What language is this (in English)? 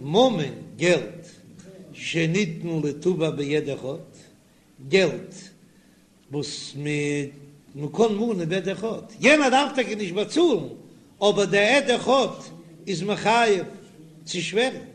Yiddish